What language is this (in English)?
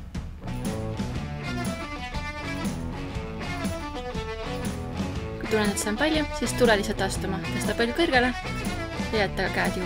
Estonian